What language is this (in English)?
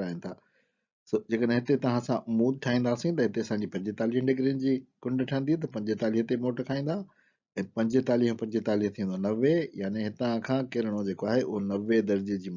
Sindhi